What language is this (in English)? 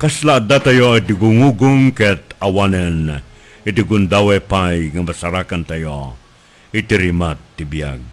Iloko